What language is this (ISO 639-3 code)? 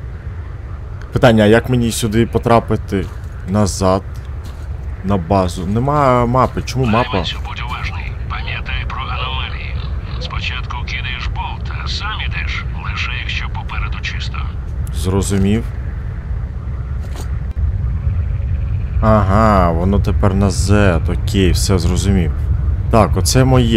ukr